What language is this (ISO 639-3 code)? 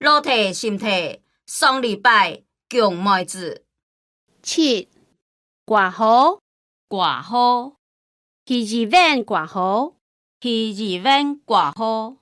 hak